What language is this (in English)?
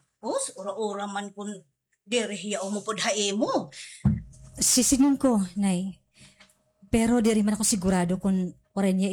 Waray